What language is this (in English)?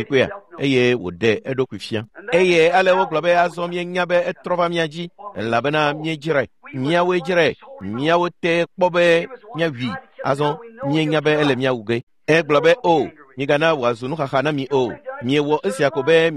Ewe